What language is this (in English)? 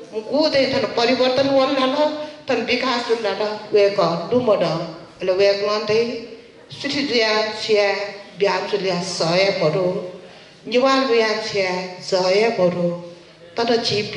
Newari